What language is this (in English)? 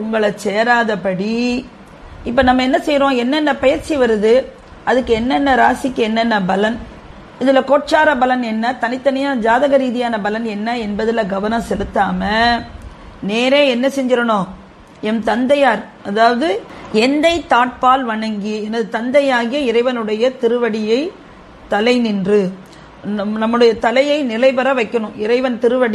Tamil